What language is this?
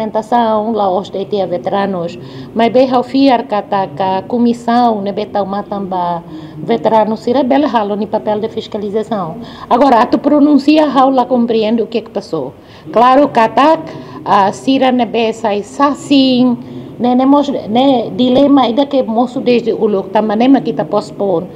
Tetum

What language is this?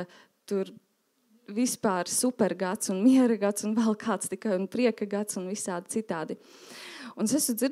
Latvian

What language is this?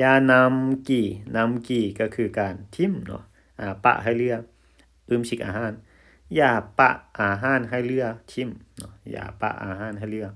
Lao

